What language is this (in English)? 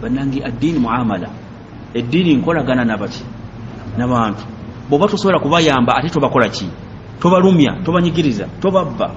Ganda